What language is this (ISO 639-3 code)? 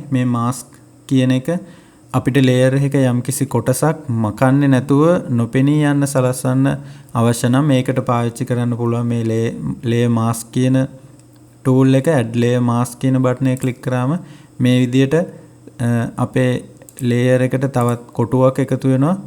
sin